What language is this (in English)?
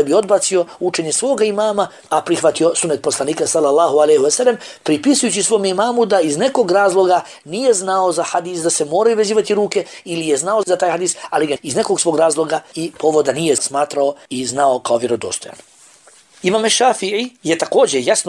Bosnian